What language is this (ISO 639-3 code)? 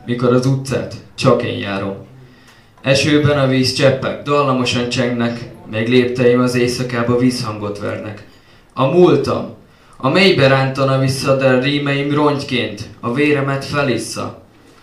hun